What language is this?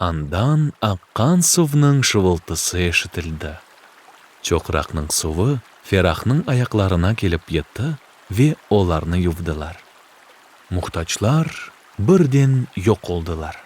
Crimean Tatar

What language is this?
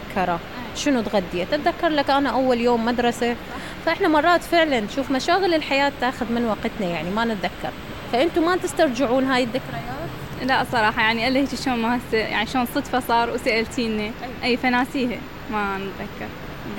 Mesopotamian Arabic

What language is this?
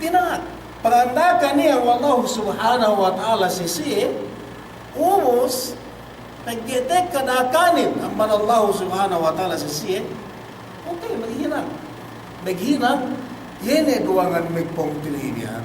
Yakan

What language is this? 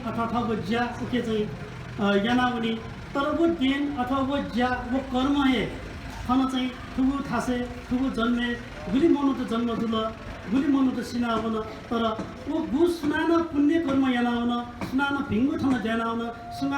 Newari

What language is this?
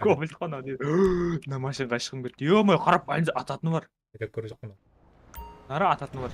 Kara-Kalpak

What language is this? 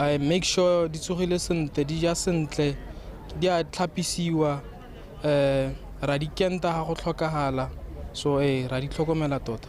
Tswana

